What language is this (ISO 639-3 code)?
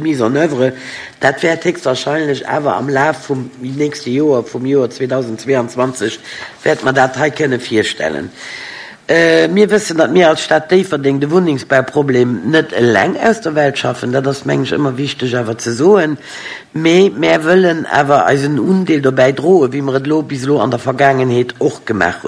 ltz